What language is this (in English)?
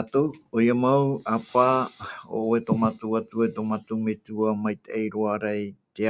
Tahitian